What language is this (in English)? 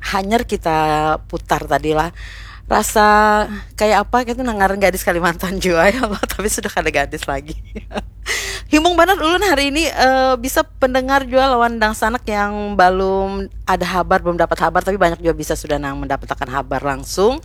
Banjar